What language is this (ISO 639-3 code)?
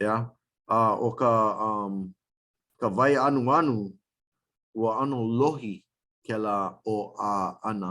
haw